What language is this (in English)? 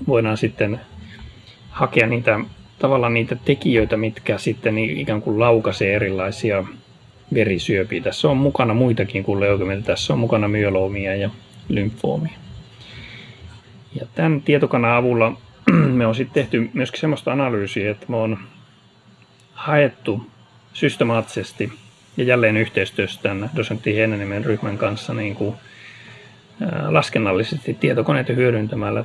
Finnish